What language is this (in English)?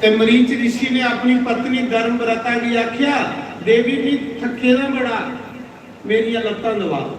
Dogri